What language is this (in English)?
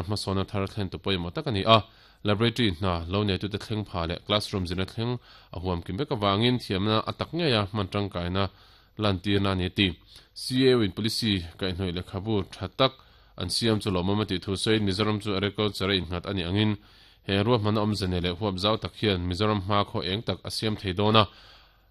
Mizo